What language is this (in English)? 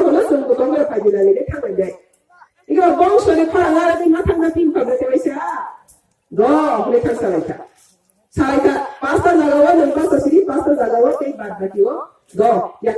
Riang (India)